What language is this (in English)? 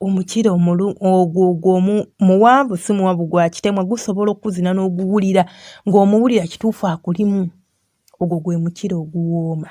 Ganda